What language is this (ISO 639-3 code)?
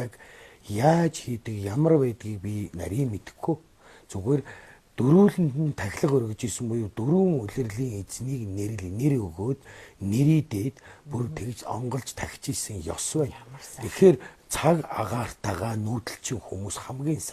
mon